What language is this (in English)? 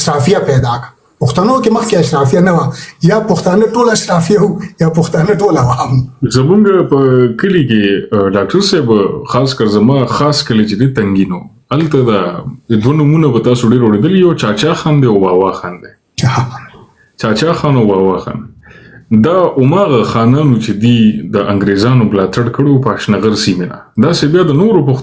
Pashto